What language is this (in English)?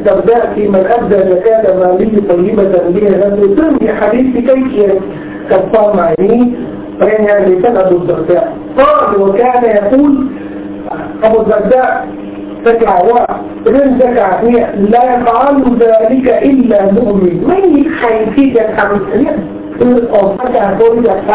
Thai